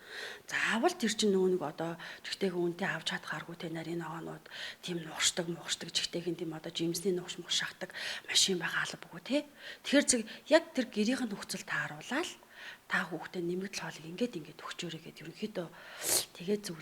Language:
Mongolian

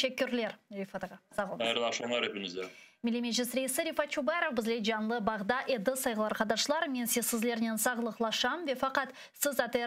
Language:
Crimean Tatar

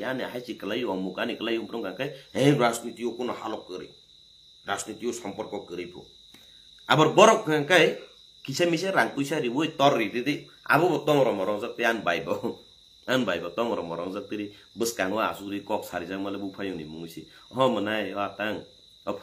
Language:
Kok Borok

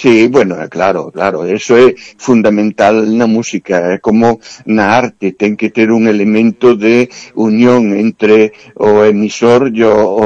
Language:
Galician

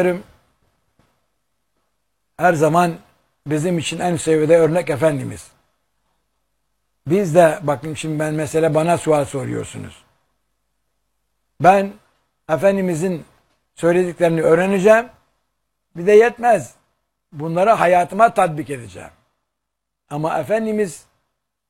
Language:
Turkish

